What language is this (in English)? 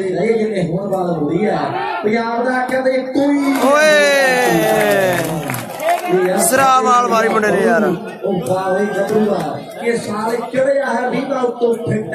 Punjabi